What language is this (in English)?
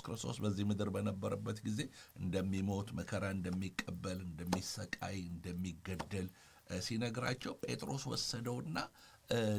Amharic